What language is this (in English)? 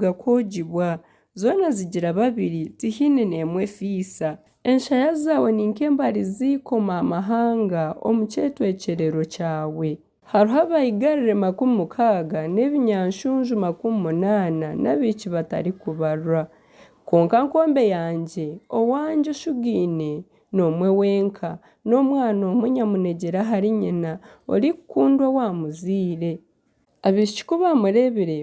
Nyankole